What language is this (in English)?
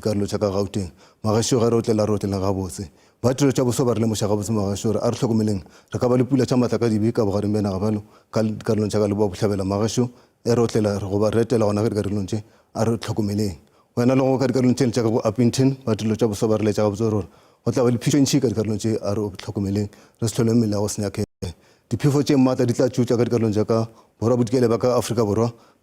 Northern Sotho